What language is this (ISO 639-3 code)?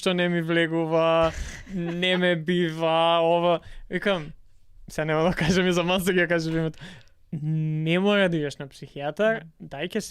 mkd